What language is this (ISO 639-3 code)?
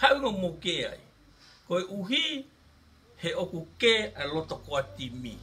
ton